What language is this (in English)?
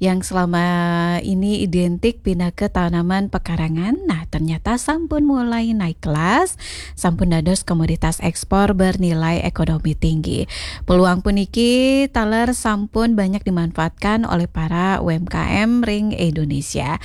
Balinese